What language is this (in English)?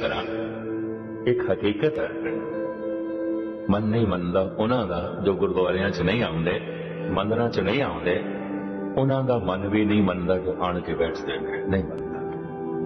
Punjabi